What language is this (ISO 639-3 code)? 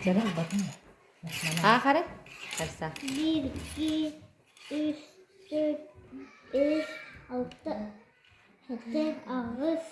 sah